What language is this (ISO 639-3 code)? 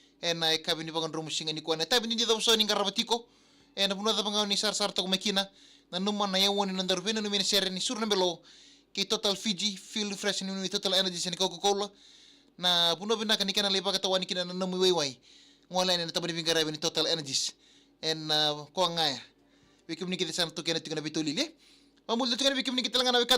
fij